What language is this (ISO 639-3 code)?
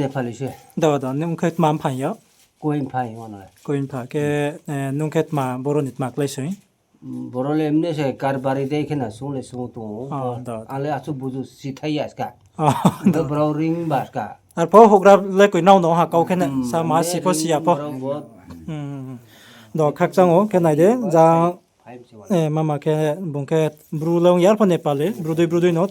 ria